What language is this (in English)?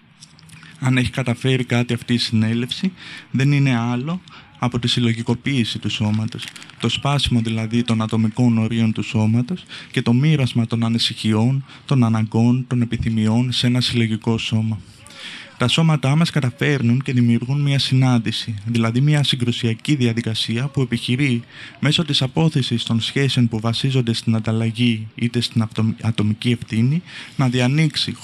Greek